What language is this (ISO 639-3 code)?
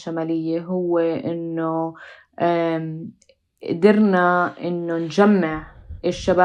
apc